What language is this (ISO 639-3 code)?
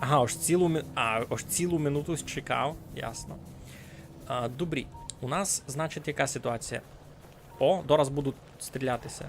rue